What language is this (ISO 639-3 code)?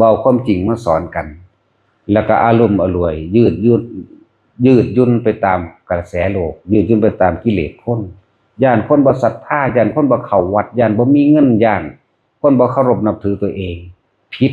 lao